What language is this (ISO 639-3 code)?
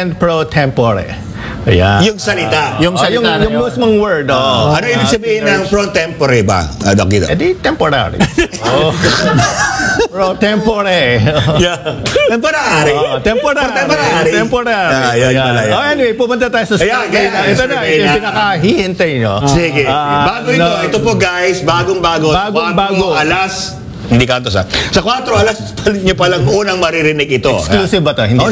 fil